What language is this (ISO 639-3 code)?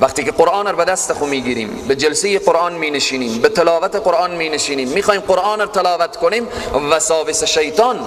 fas